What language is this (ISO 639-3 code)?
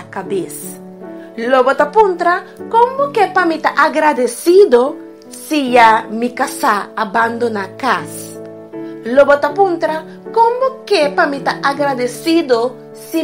pap